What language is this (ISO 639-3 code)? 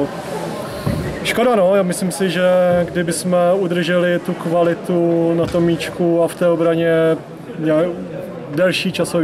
ces